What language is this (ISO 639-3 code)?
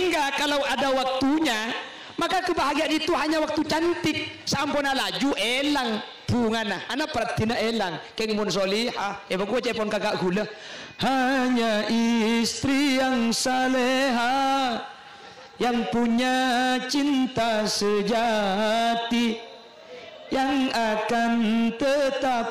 mad